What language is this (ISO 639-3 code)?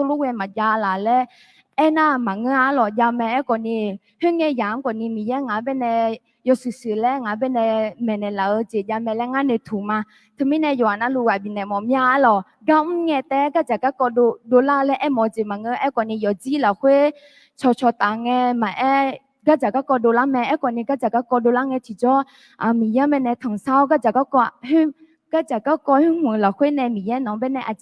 ahk